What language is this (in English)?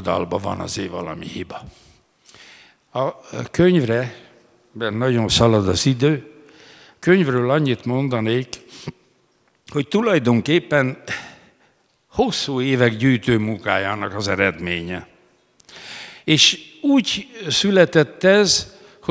Hungarian